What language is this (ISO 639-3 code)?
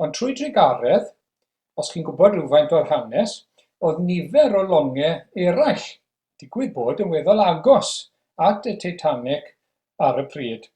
cym